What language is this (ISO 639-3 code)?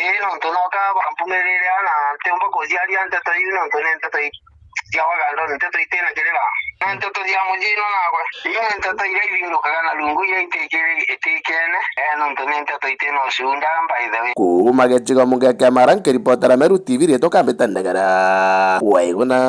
mer